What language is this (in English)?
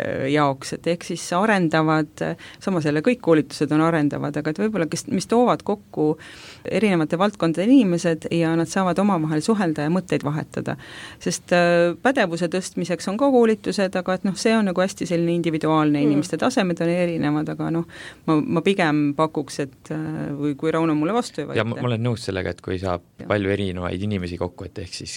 Estonian